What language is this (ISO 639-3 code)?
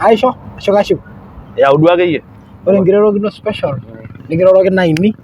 mas